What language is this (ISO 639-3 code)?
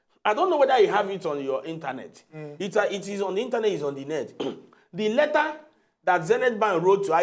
pcm